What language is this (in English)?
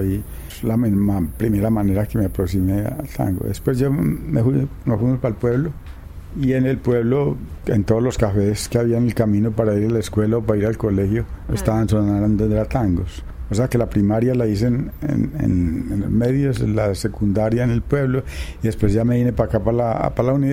Spanish